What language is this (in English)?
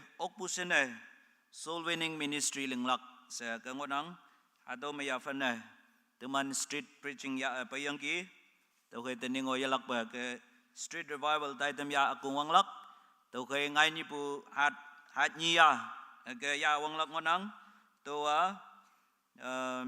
Konyak Naga